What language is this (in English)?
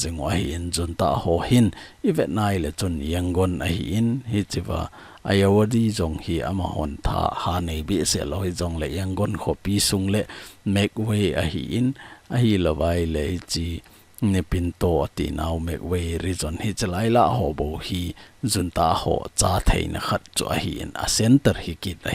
Thado Chin